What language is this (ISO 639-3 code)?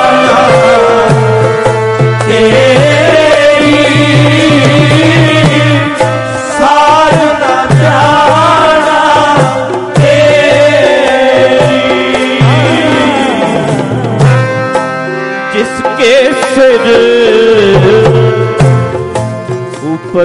pan